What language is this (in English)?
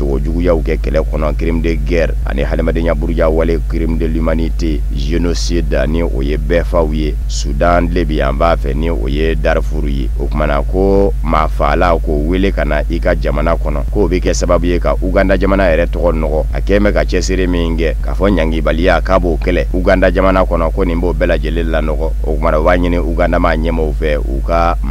Bambara